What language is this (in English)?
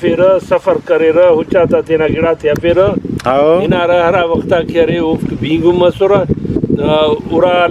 Brahui